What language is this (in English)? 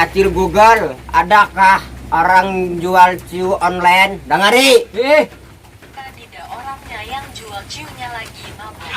Banjar